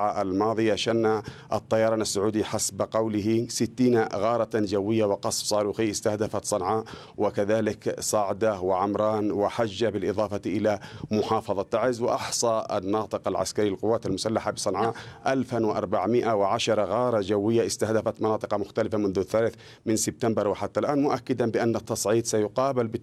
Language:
Arabic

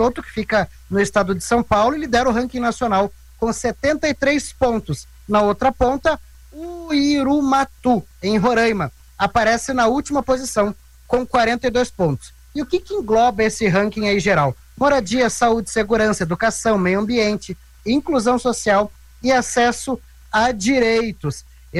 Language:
Portuguese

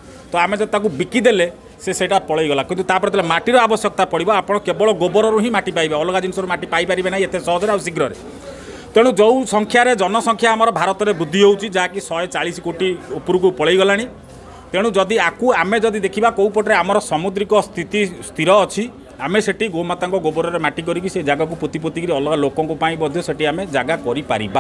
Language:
Odia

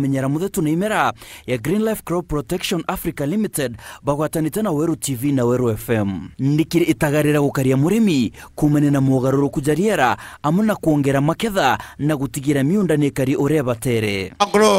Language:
Meru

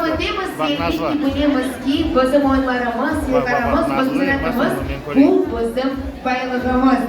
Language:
Crimean Tatar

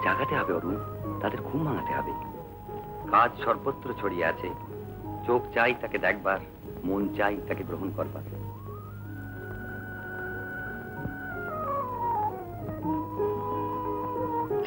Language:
Bangla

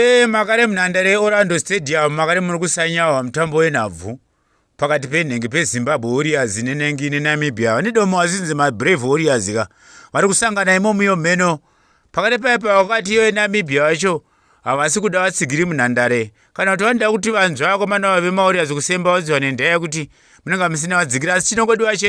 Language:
Shona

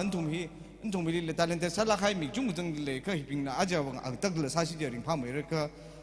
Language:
Tangkhul Naga (India)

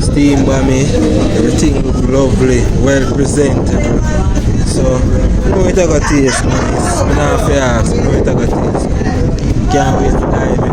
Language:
Jamaican Creole English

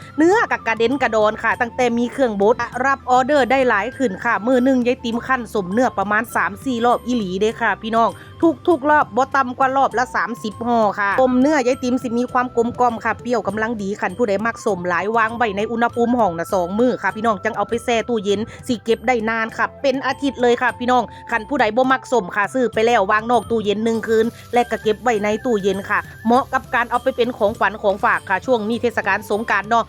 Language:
Northeastern Thai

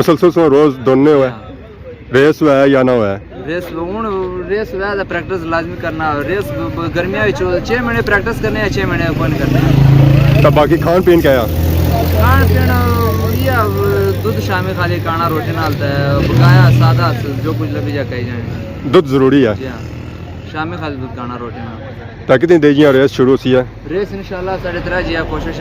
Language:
Pahari-Potwari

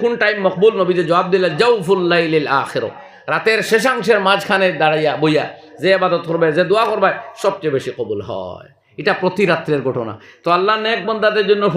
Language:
Sylheti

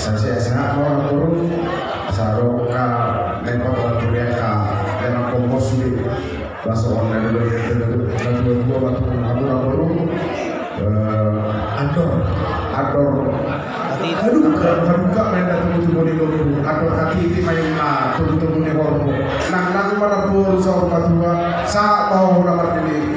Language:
Batak Toba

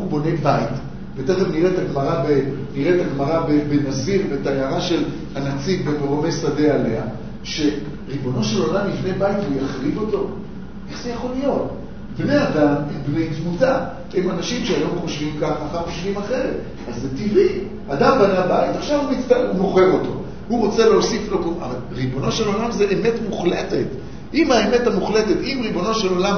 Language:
Hebrew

